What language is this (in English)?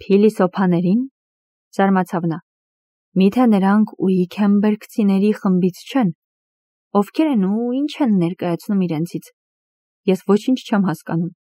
Armenian